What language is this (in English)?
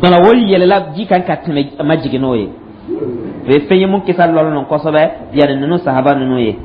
Dyula